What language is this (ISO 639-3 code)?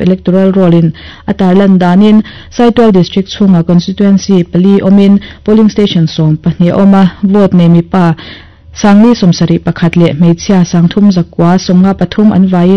lus